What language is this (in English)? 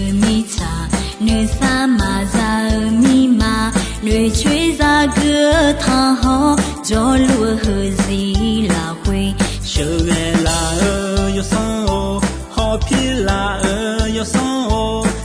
Akha